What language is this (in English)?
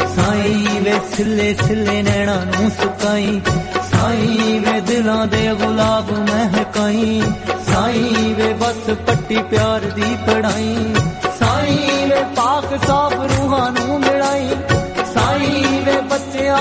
Punjabi